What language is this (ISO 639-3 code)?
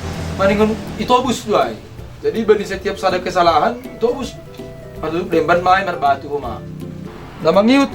bts